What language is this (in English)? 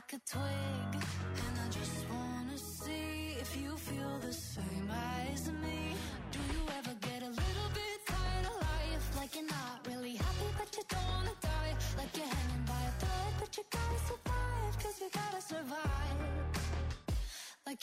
English